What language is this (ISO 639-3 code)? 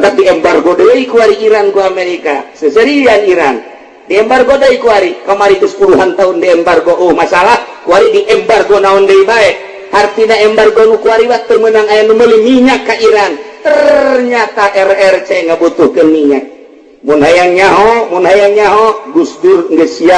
sun